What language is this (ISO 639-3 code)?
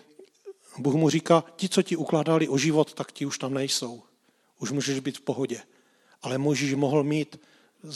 ces